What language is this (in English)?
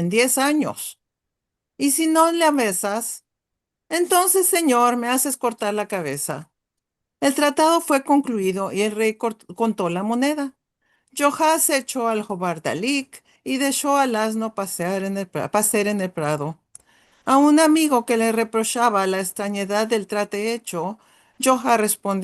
Ladino